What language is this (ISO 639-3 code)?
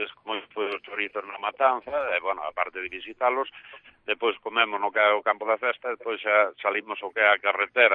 glg